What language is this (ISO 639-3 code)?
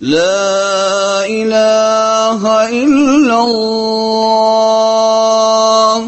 tat